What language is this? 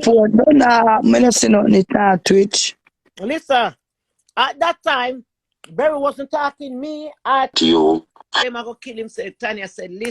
Jamaican Creole English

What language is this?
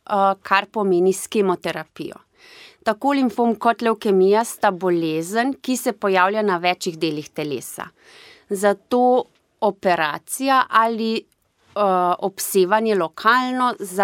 Slovenian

